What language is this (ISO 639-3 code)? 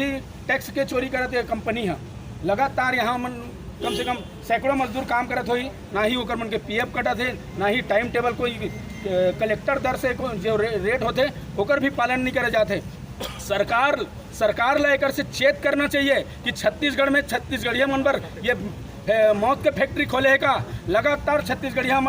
hne